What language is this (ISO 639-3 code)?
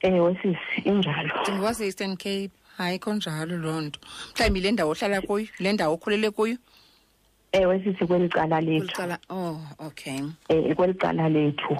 xho